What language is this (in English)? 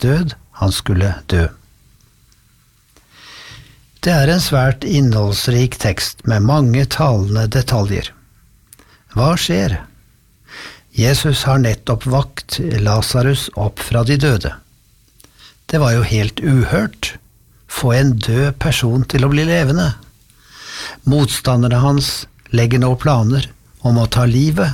Norwegian